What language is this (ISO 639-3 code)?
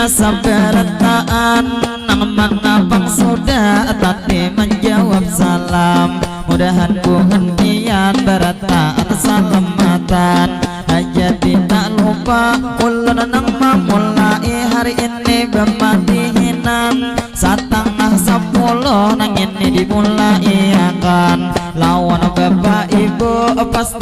bjn